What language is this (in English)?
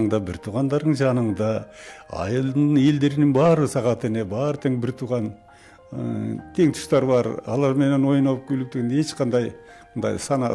Kyrgyz